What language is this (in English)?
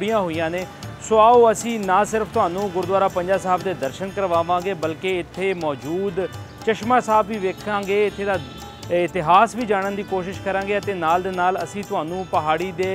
Punjabi